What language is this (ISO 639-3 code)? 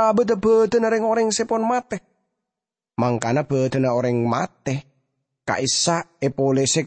mad